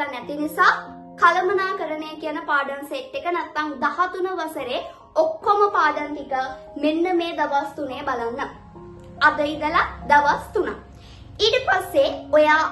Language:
Sinhala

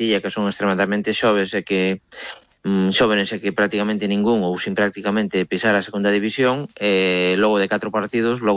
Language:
Galician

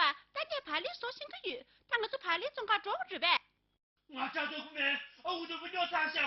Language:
Tibetan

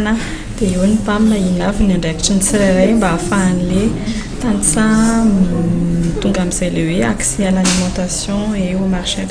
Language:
Malagasy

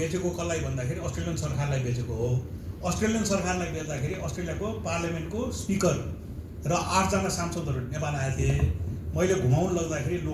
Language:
Nepali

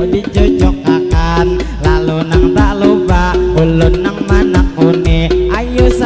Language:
Banjar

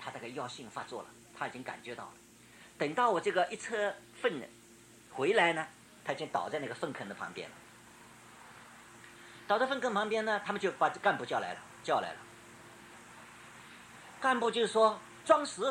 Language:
Chinese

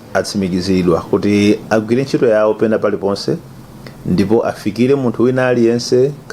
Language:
Nyanja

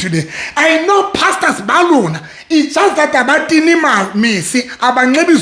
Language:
Southern Sotho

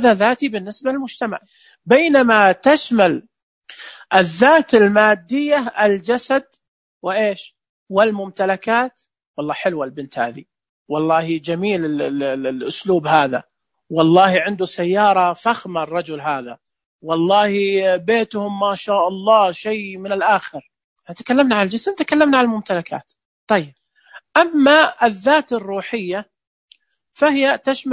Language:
Najdi Arabic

